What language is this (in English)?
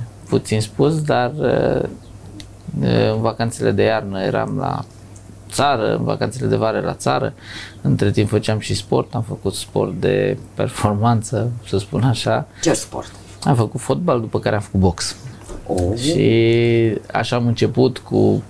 Romanian